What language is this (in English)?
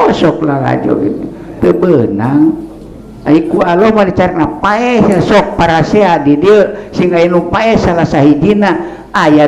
Sundanese